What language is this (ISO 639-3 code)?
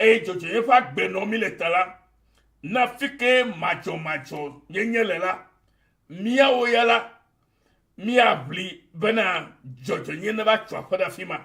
ewe